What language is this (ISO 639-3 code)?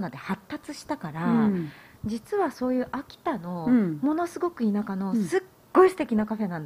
jpn